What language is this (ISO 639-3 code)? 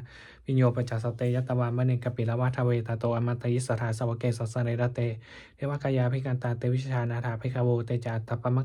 pli